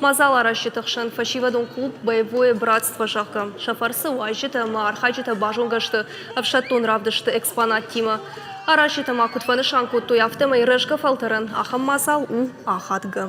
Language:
Ossetic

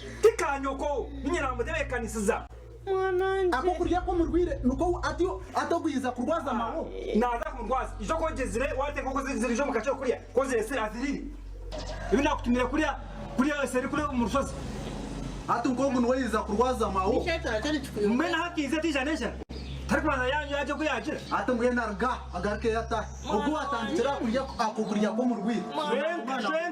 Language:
Nyankole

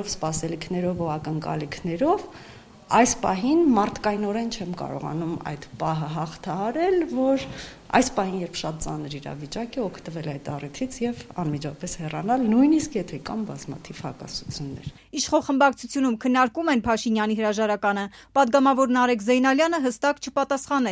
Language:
Armenian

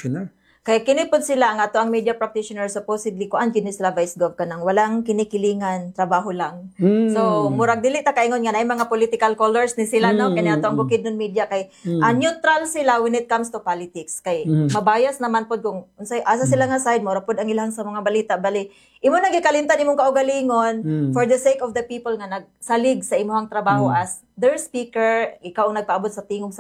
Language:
Cebuano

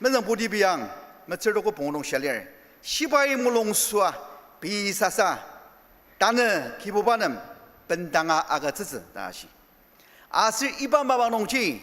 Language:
Ao Naga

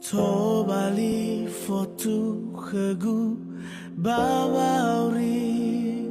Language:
Nias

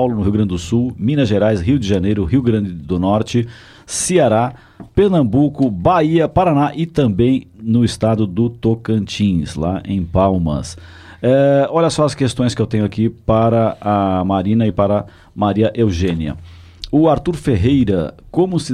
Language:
Portuguese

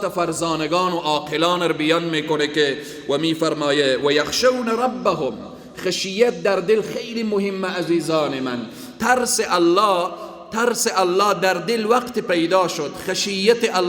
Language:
Persian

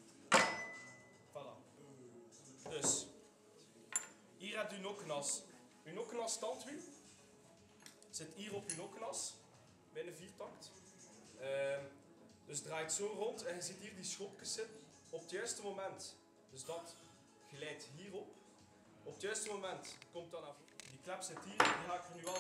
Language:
Dutch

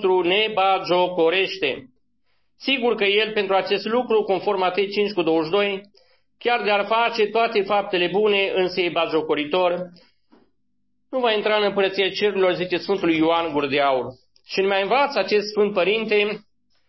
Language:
Romanian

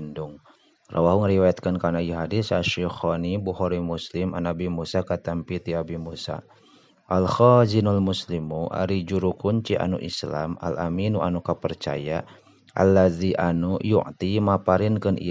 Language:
Sundanese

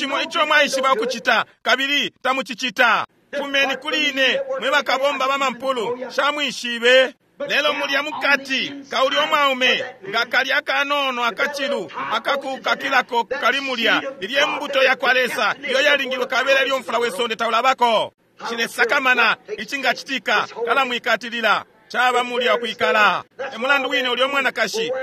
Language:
Bemba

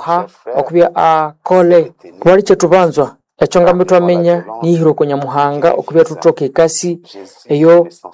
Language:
Nande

